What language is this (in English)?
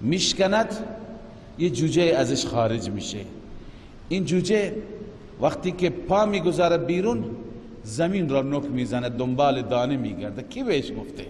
Persian